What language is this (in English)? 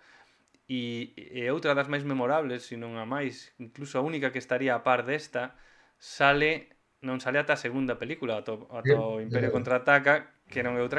Galician